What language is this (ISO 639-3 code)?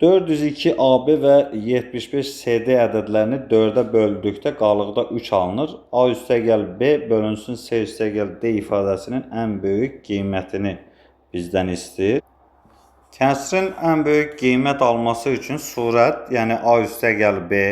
aze